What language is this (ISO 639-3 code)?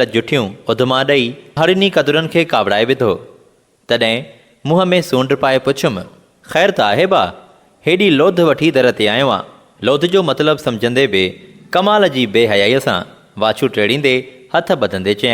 snd